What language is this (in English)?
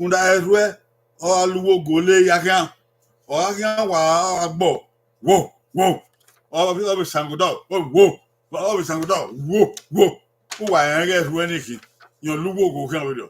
Bini